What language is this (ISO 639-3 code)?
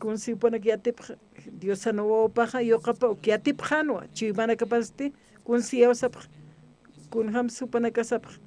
aym